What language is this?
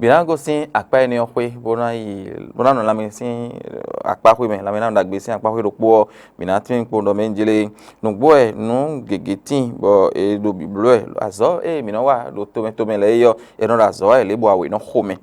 Fon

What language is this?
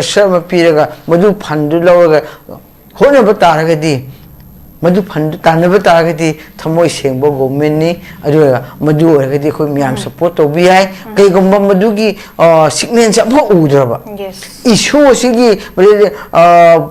Manipuri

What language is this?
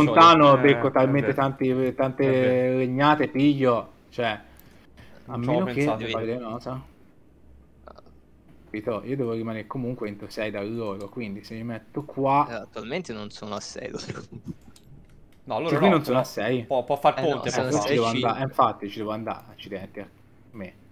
Italian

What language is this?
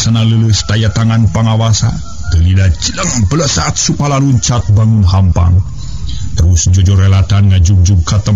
Sundanese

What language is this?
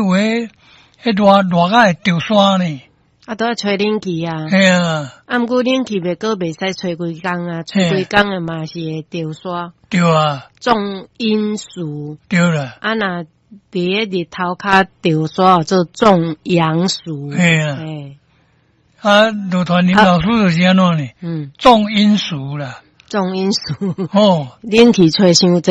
Min Nan Chinese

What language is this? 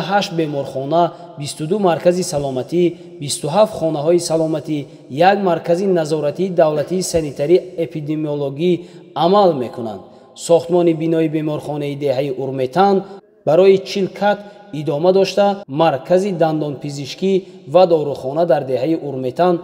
Tajik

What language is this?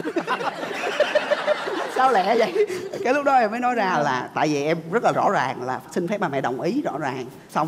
Vietnamese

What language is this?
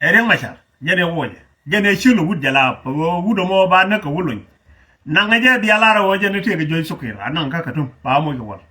Nuer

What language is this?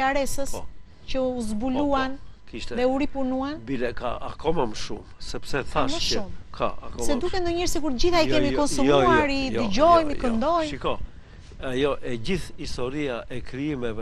Albanian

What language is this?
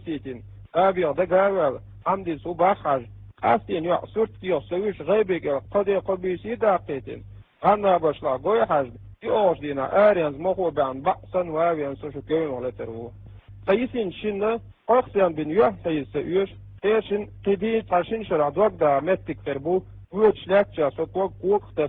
Chechen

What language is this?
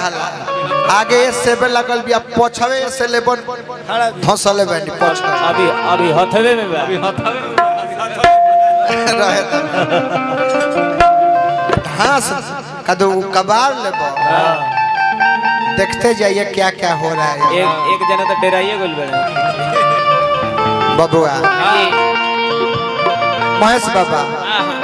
Bhojpuri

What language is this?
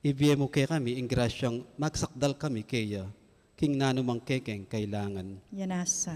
Pampanga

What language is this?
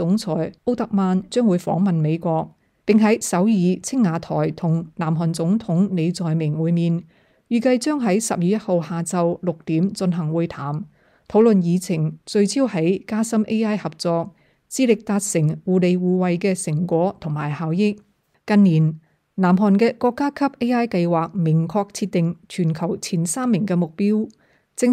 Cantonese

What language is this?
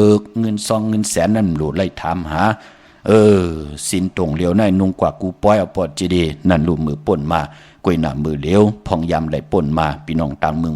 Shan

